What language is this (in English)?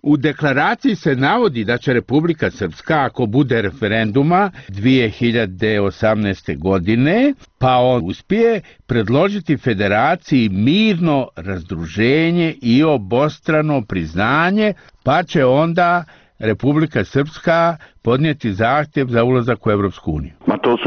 Serbian